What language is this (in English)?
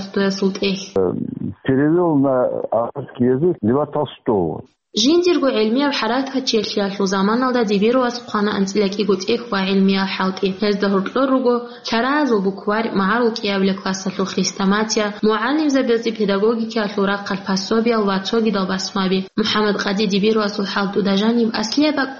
Avaric